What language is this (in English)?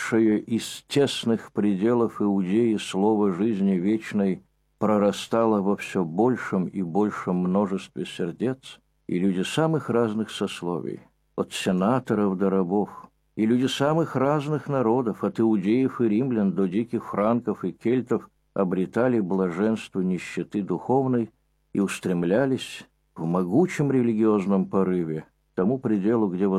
Russian